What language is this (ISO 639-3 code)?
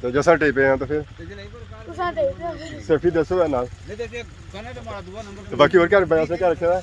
phr